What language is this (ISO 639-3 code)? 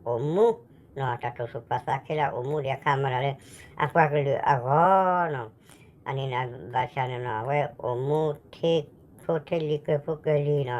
ksw